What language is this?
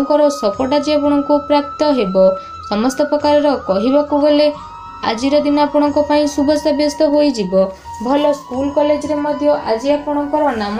Odia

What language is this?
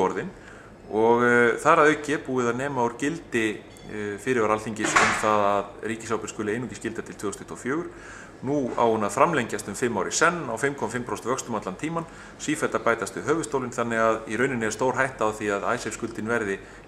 Icelandic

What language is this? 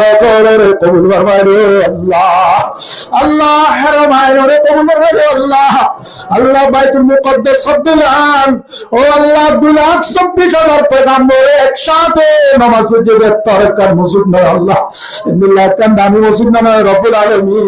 Rohingya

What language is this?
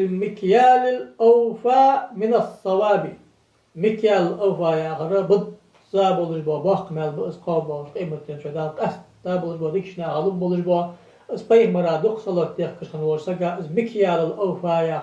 Ingush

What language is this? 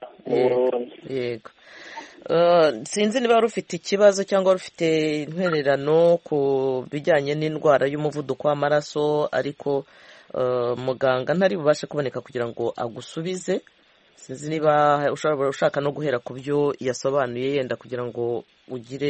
Kinyarwanda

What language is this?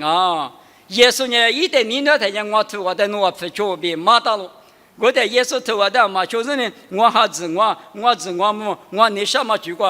Lisu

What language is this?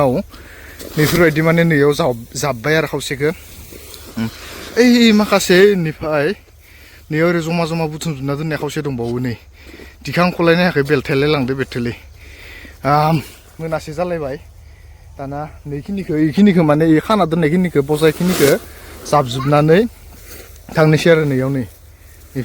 Bodo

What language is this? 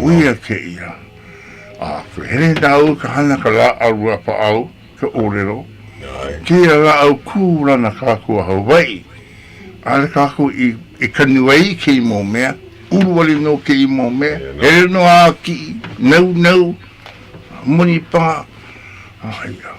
Hawaiian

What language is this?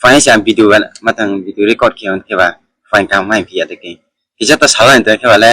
Kok Borok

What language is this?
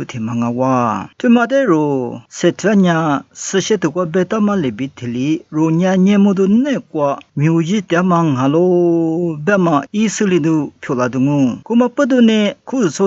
Lisu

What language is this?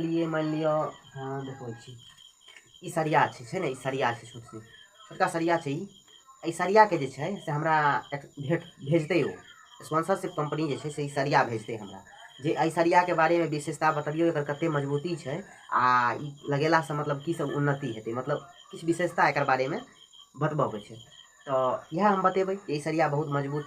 Maithili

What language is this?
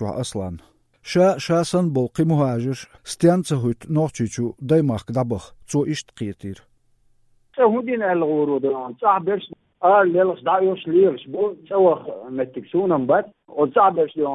Chechen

